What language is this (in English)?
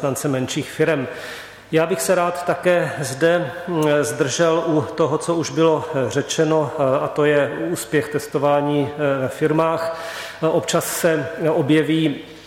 Czech